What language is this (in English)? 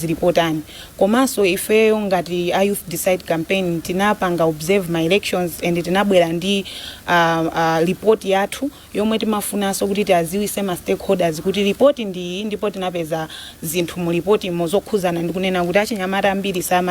Nyanja